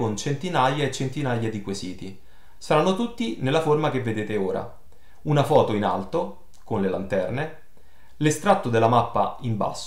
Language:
Italian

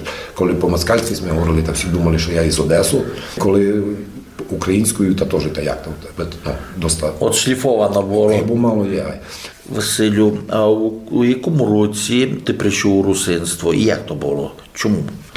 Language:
Rusyn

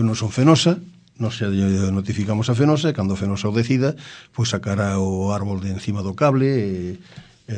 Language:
Galician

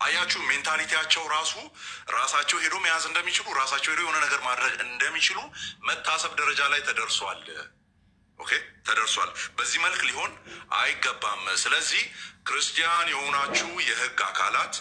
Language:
Amharic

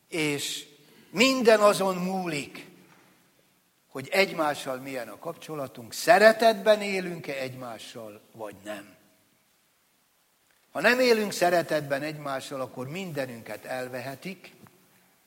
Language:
Hungarian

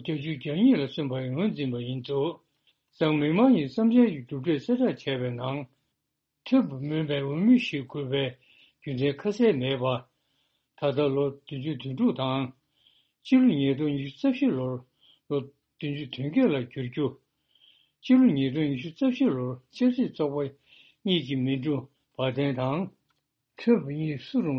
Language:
Tibetan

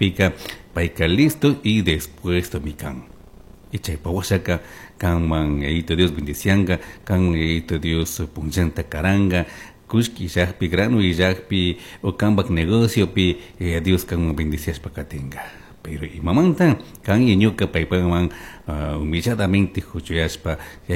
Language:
Chimborazo Highland Quichua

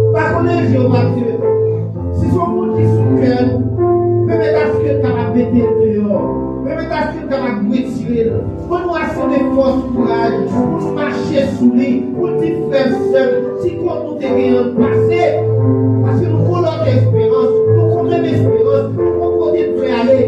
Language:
Haitian Creole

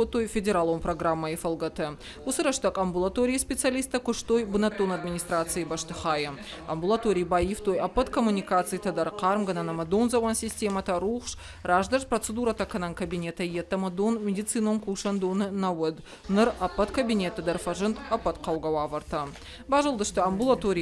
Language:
Ossetic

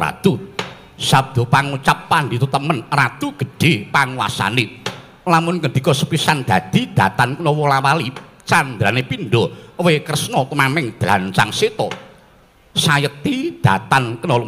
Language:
Javanese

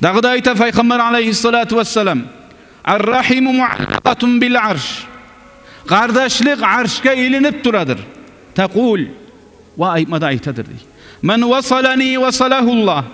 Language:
Kumyk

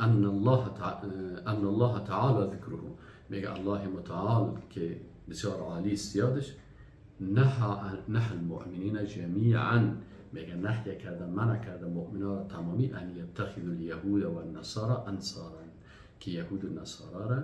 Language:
Persian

